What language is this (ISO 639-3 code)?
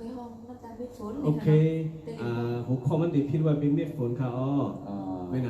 shn